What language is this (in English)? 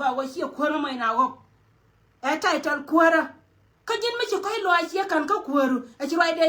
Nuer